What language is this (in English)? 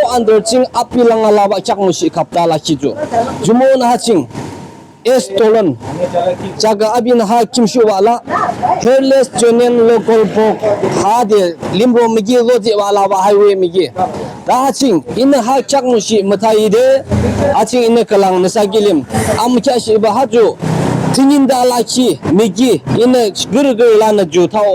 Yimchungru Naga